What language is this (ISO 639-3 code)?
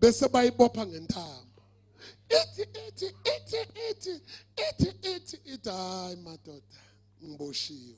zul